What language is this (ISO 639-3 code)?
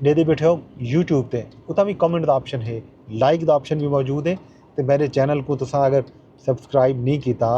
skr